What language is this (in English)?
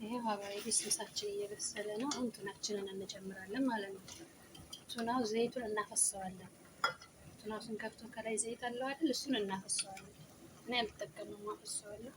Amharic